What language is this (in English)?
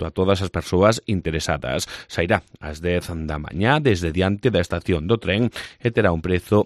Galician